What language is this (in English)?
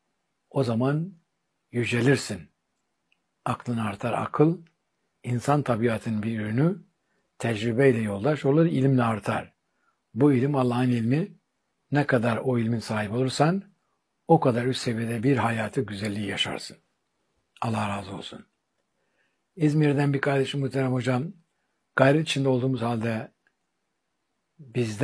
Turkish